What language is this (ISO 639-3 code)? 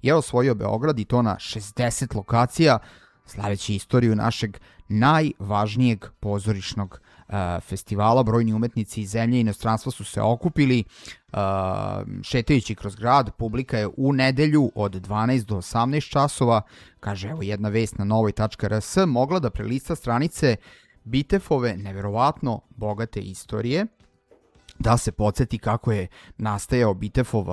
srp